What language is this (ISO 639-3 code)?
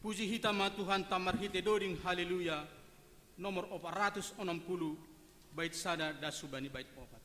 bts